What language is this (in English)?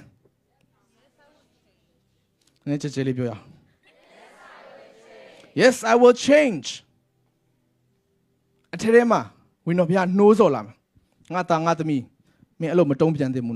Burmese